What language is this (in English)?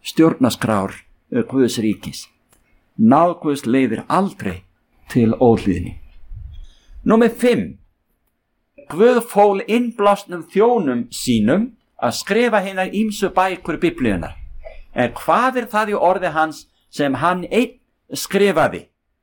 Icelandic